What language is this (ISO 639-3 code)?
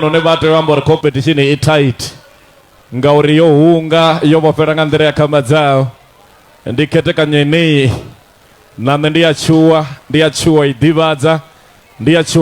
ven